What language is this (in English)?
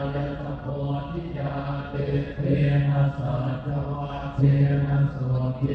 Pali